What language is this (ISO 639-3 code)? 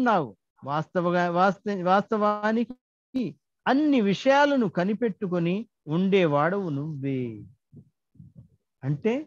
tel